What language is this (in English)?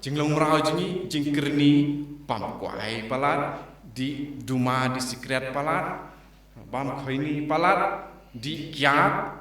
Khasi